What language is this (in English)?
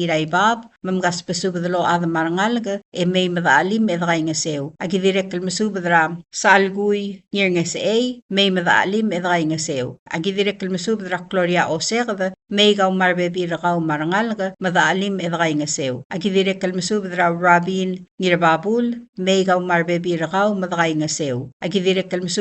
Palauan